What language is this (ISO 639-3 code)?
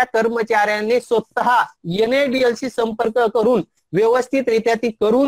mar